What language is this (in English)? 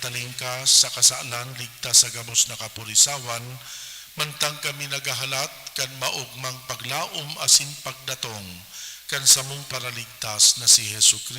Bikol